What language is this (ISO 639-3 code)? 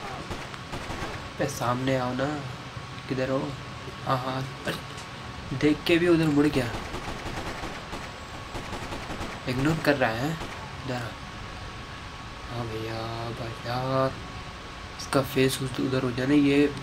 hin